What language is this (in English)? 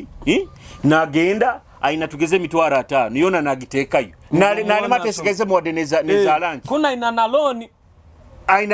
Nyoro